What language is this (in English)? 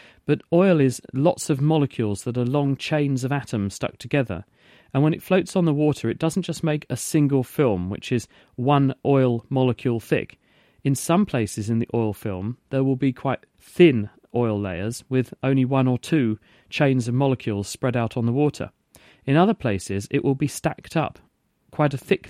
English